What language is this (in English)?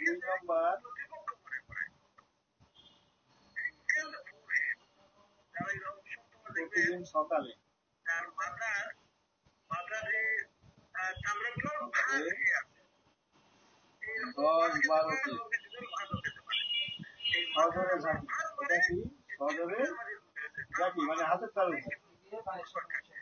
Bangla